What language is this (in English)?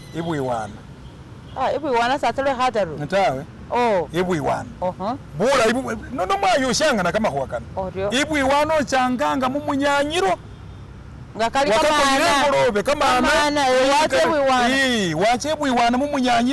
Masaaba